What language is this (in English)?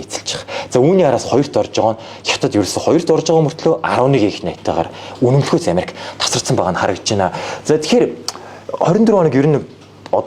Mongolian